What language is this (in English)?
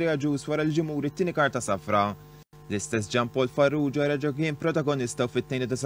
Maltese